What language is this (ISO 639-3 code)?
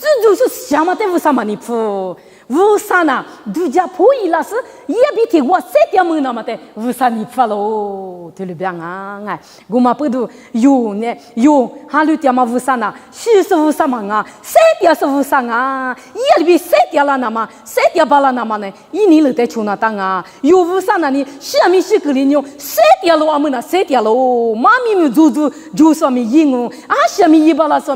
lis